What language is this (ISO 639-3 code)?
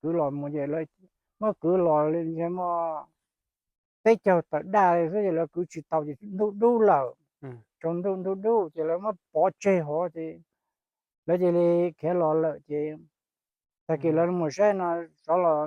hmn